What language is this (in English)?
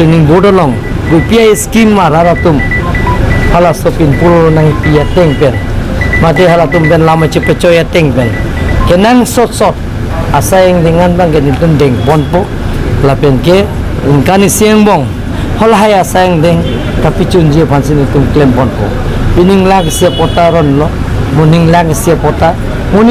Karbi